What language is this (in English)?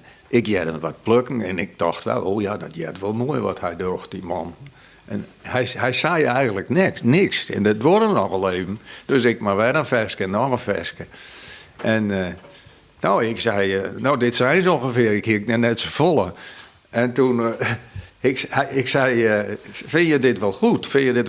Western Frisian